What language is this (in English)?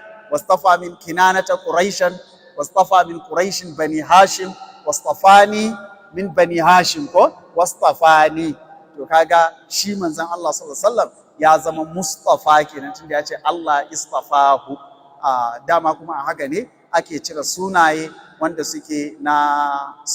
Hausa